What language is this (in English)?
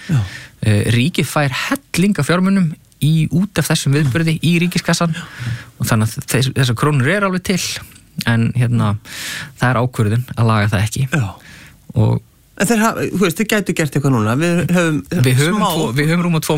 Icelandic